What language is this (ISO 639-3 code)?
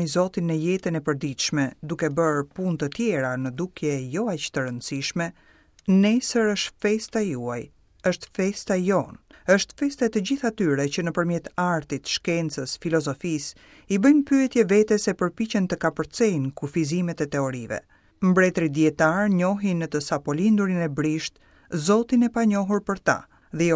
sqi